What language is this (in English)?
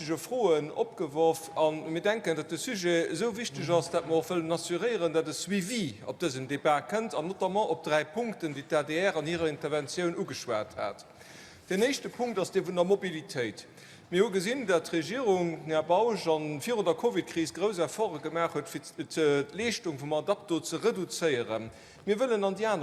Luxembourgish